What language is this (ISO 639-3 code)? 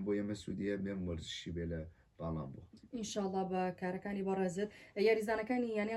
ckb